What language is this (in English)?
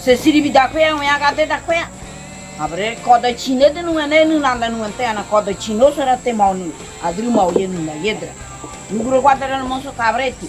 Ngäbere